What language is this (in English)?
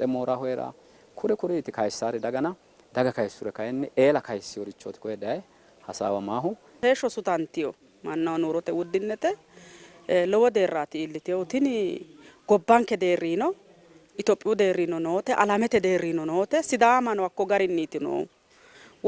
Sidamo